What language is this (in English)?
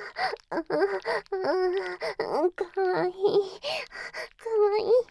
Japanese